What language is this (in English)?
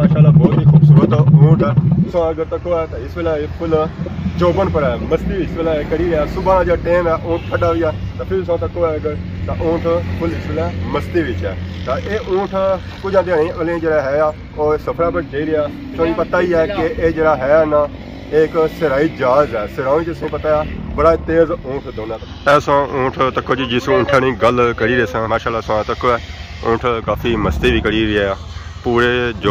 Pahari-Potwari